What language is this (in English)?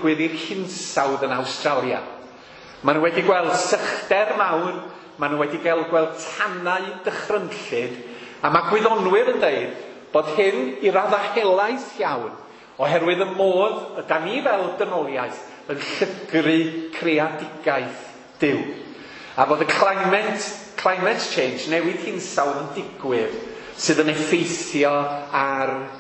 Welsh